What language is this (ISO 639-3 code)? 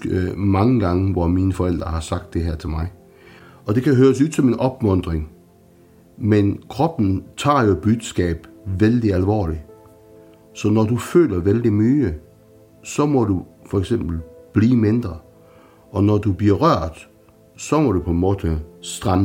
dan